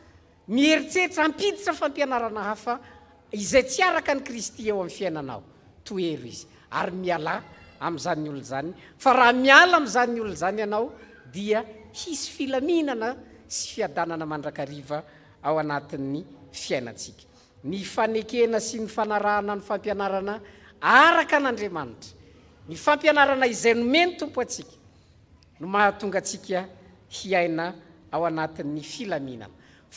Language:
Malagasy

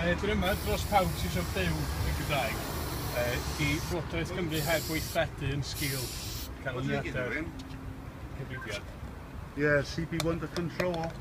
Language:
Welsh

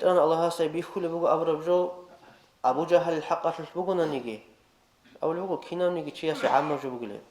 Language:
Avaric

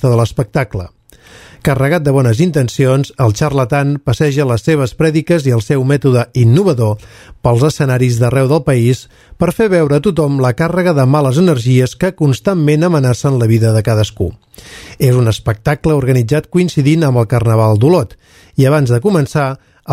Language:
Catalan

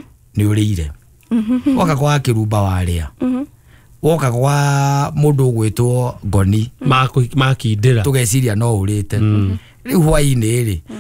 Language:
Kikuyu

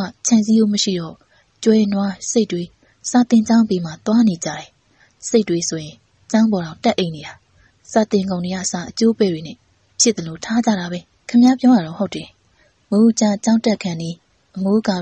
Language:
Burmese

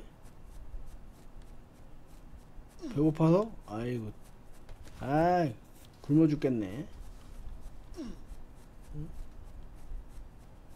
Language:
Korean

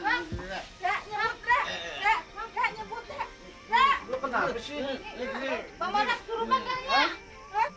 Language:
Betawi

